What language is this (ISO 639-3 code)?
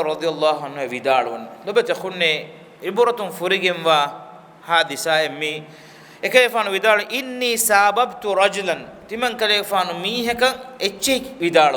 div